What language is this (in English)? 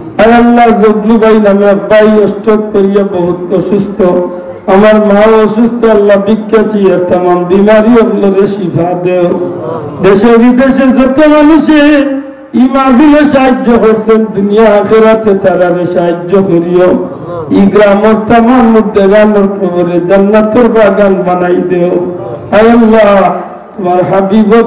Sylheti